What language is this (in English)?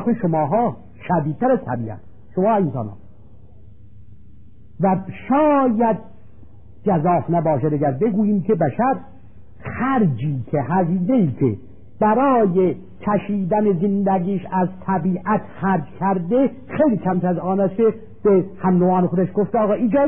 Persian